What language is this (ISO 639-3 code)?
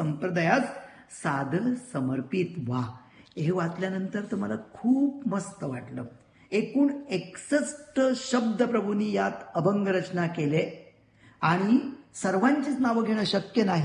mar